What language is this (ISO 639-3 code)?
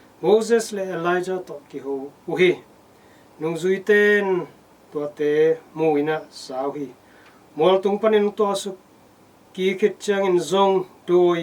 ctd